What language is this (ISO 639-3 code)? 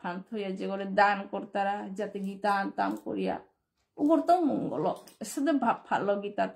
bpy